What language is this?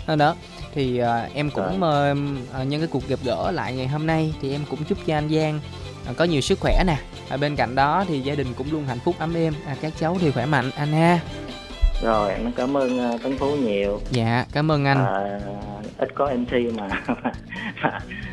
Vietnamese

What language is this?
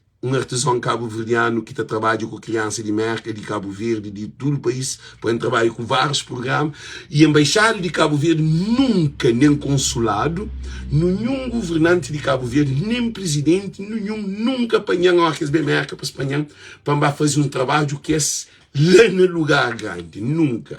Kabuverdianu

